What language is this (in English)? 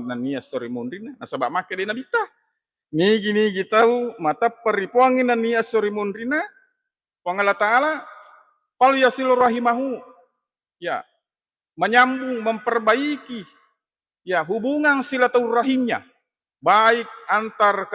Buginese